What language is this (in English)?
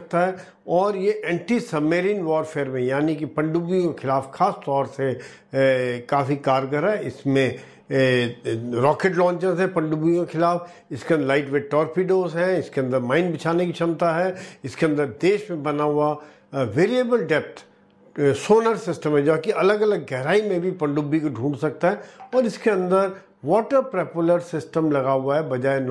Hindi